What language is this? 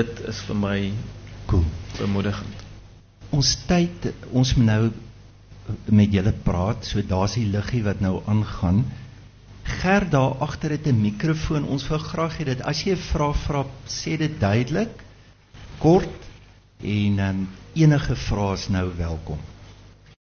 Afrikaans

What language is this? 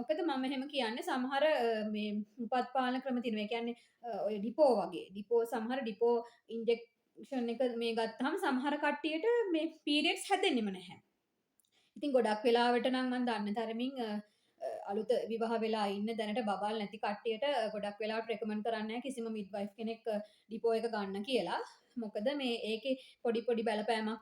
Sinhala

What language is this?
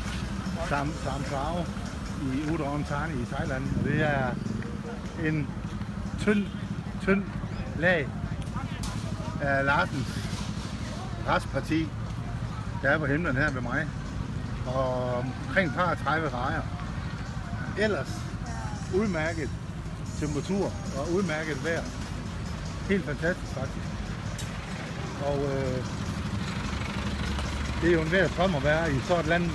Danish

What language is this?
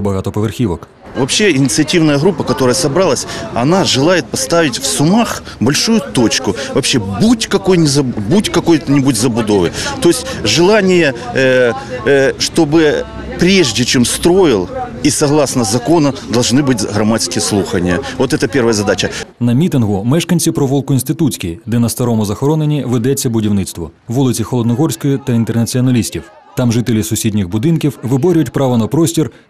Ukrainian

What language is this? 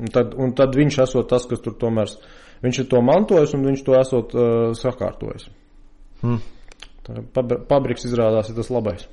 Latvian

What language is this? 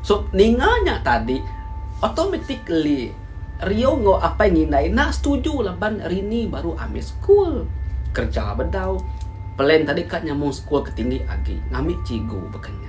Iban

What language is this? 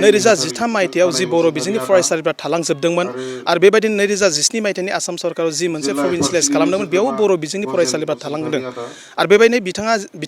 Bodo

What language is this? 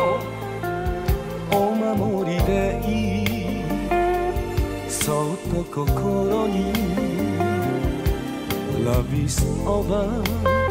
Japanese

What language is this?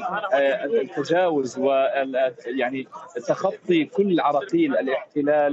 Arabic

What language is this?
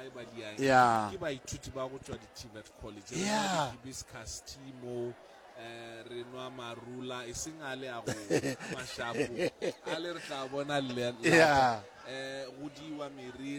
Northern Sotho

